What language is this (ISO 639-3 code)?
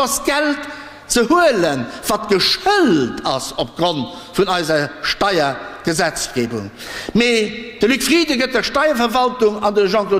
ltz